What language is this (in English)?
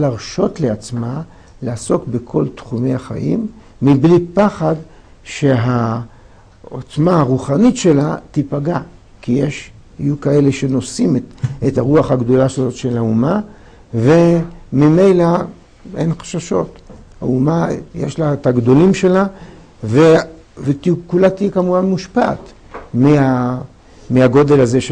Hebrew